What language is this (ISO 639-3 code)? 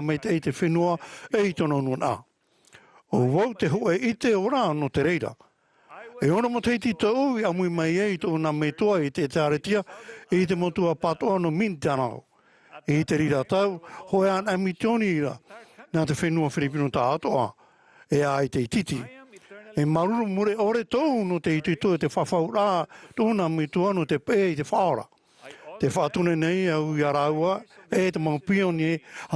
tah